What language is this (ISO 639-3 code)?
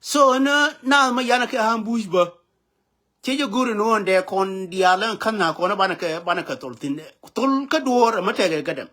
nus